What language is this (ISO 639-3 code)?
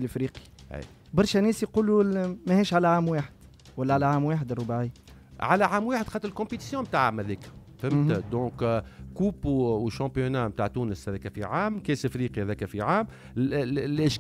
aeb